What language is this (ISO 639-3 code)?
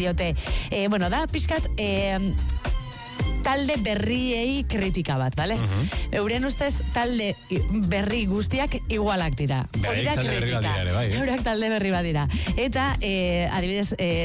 eus